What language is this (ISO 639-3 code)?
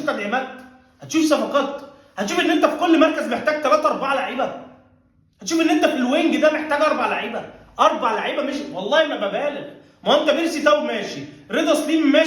arz